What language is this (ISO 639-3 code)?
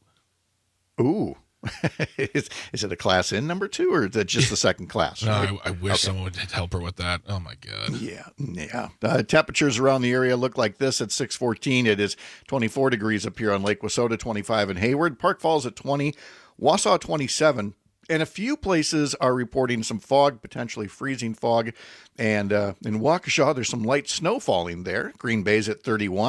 eng